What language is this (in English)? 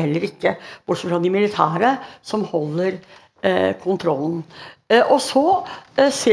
Norwegian